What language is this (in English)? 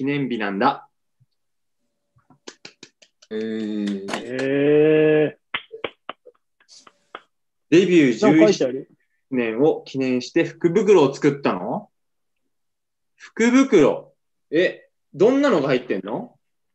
Japanese